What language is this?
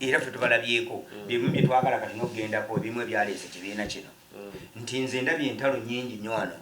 Ganda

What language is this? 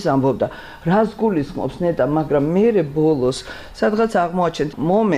Georgian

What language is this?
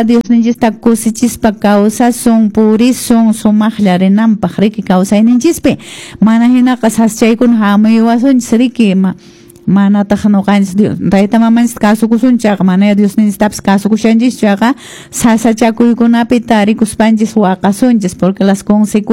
Quechua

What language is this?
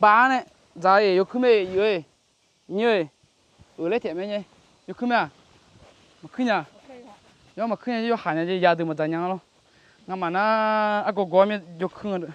Akha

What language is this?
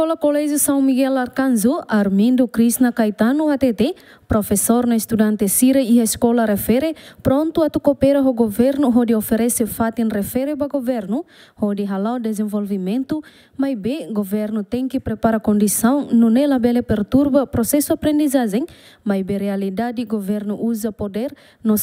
Tetum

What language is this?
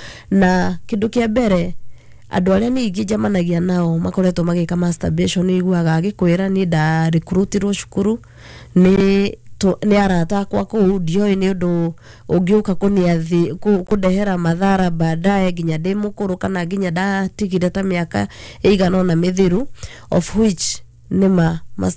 Kikuyu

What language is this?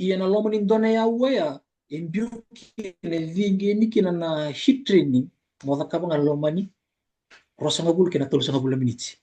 Fijian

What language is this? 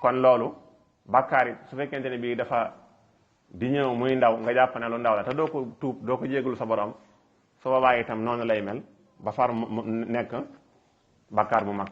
Wolof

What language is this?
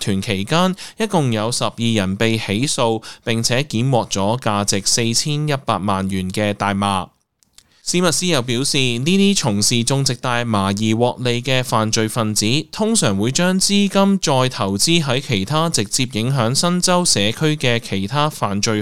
Cantonese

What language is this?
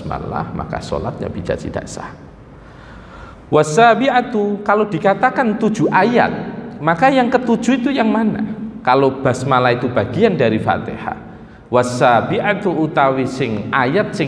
Indonesian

